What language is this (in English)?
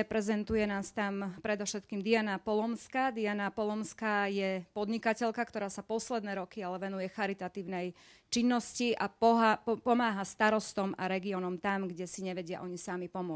Slovak